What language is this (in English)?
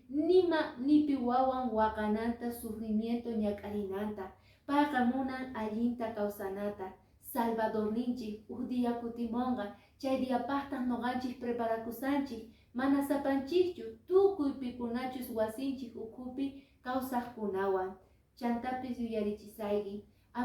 Quechua